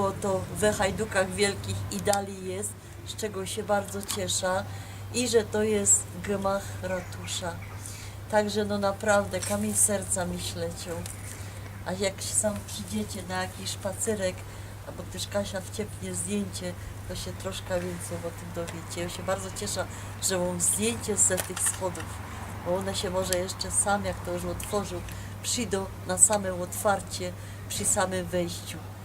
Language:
Silesian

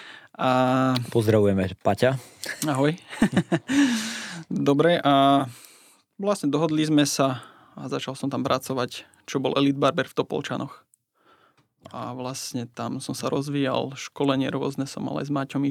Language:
Slovak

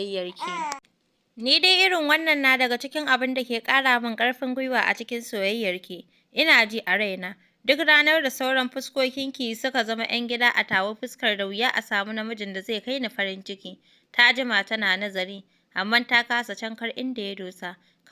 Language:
Hausa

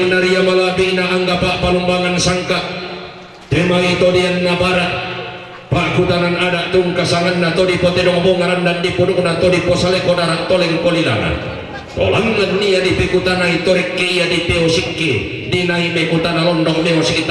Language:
Toraja-Sa'dan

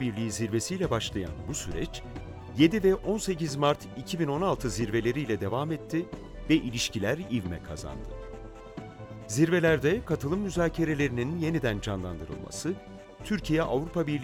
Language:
Turkish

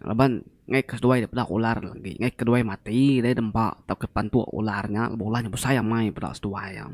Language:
Iban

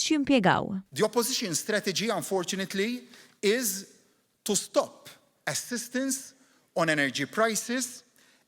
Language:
Maltese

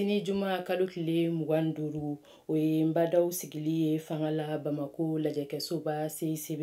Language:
Bambara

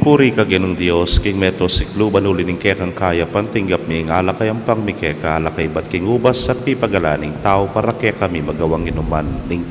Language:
Pampanga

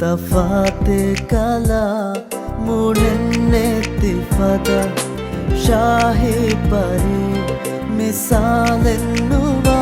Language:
Divehi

